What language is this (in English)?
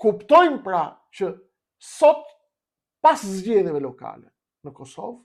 Albanian